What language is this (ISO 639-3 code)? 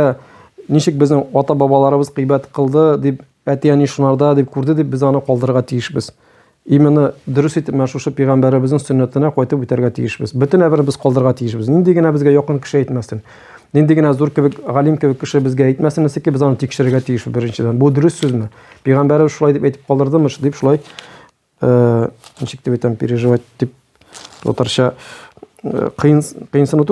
tat